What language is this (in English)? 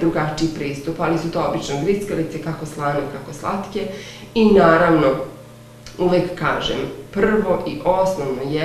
Serbian